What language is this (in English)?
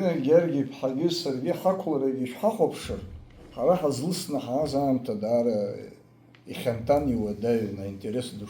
Abkhazian